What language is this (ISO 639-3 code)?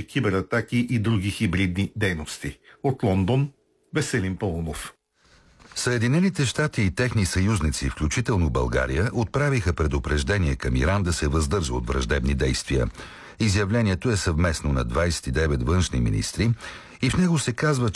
bul